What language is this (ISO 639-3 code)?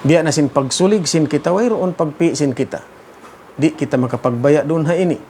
tsg